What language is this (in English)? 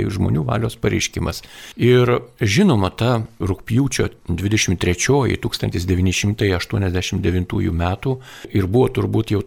Lithuanian